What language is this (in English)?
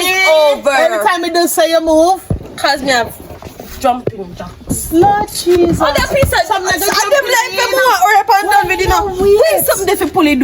Jamaican Creole English